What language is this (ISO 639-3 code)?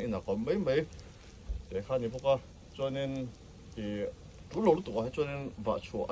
lus